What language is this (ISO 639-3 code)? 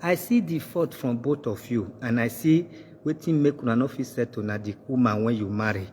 pcm